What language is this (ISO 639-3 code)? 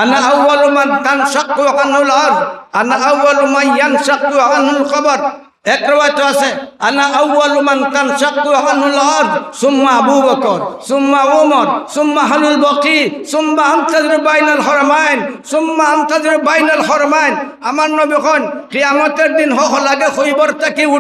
syl